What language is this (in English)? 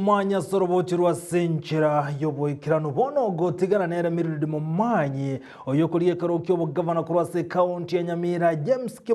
Gusii